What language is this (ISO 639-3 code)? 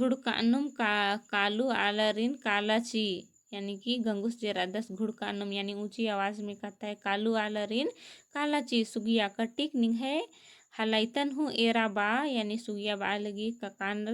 kru